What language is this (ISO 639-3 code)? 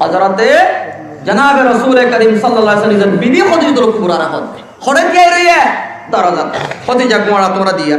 rhg